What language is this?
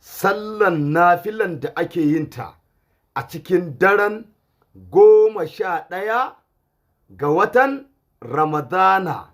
Hausa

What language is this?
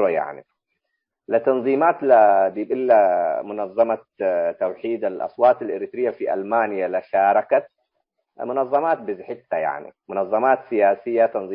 Tigre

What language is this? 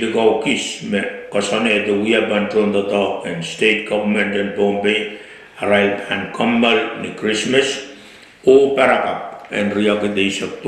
Pohnpeian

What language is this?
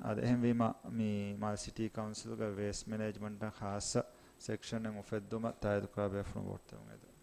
Divehi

